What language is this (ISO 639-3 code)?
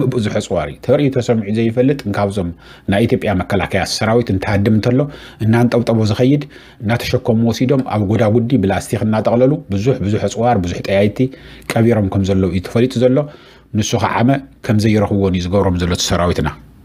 tir